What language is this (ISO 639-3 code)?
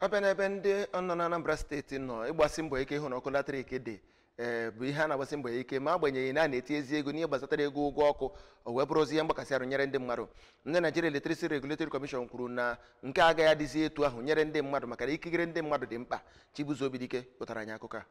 ibo